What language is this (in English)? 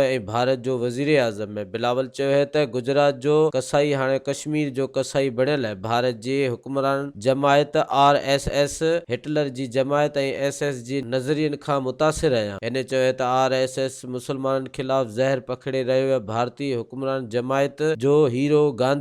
Sindhi